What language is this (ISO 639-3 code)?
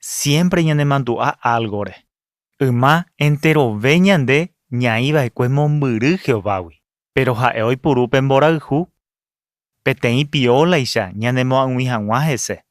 grn